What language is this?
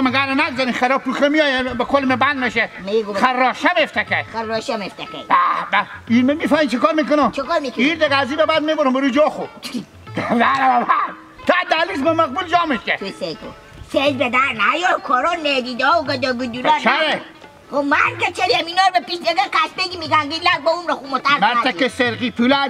Hazaragi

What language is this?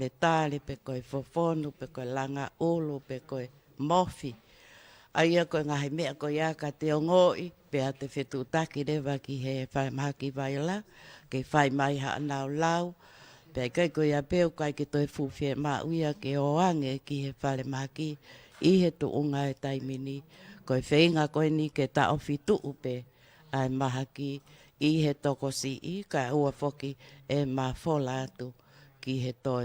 Tongan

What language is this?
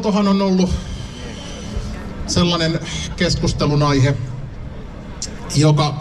Finnish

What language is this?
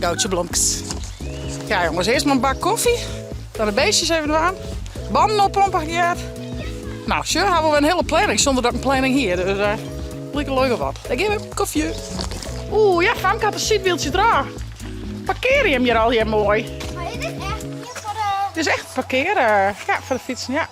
Western Frisian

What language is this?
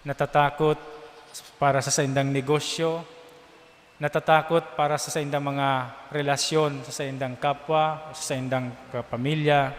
Bikol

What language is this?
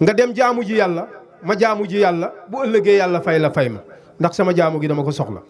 Wolof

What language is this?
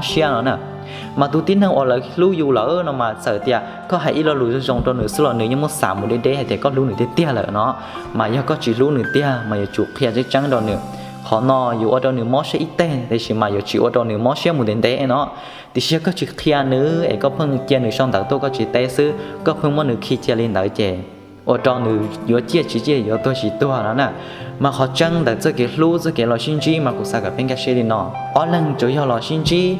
Hmong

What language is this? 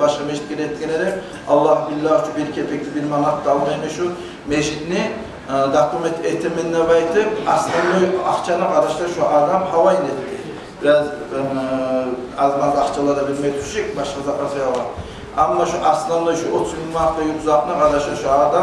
Kumyk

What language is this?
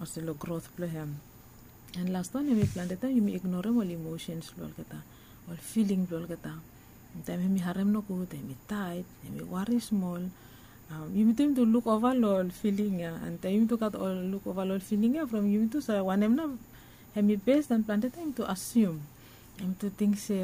Bislama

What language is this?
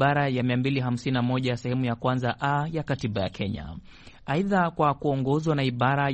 Swahili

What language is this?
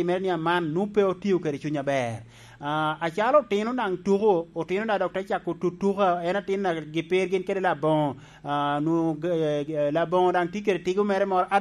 Lango (Uganda)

